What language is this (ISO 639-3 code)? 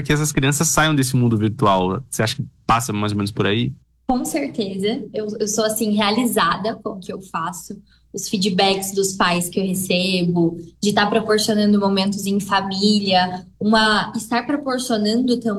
por